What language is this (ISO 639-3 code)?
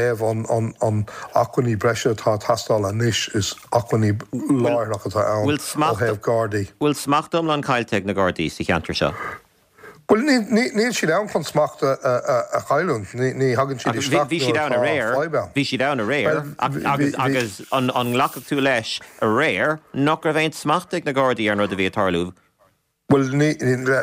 gle